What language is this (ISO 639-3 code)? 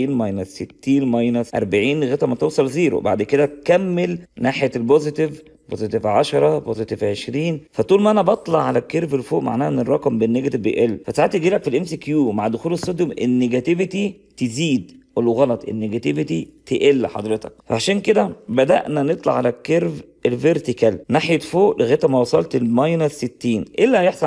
arz